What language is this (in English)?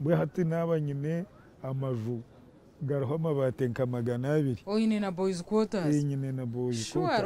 Nyankole